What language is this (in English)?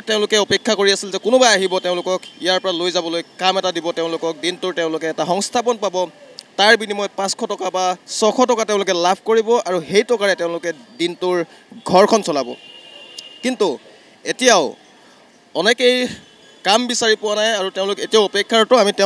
Assamese